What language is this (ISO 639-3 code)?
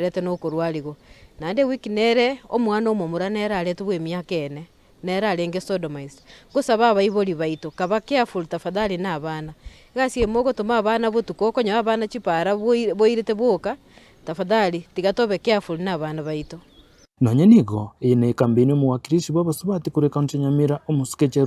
guz